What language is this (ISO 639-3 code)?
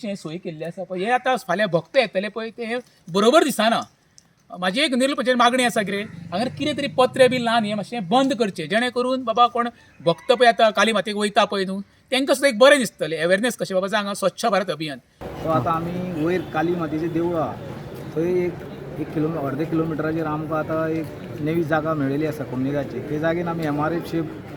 kok